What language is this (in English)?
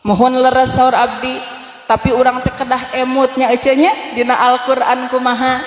Sundanese